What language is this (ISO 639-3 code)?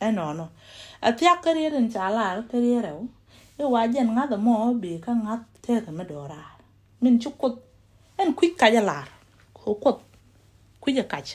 nus